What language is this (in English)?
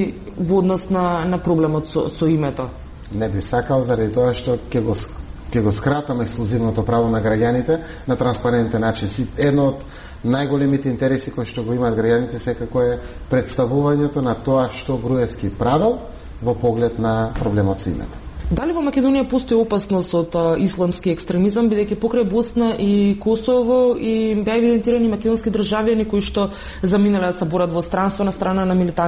Macedonian